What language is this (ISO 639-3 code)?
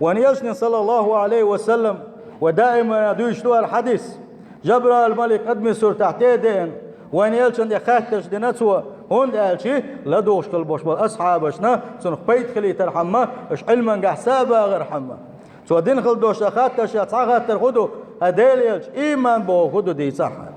che